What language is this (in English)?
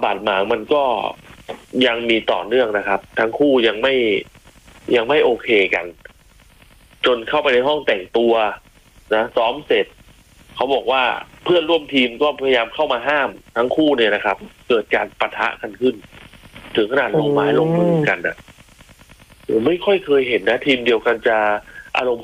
Thai